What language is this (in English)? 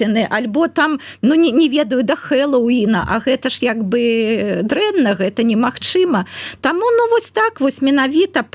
Belarusian